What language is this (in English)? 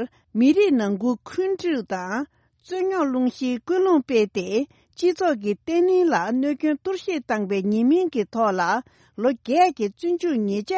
Tibetan